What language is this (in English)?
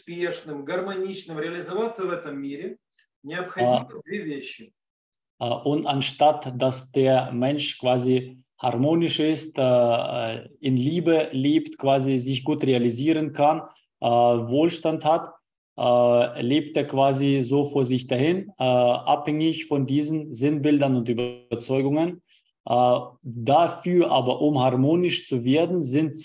German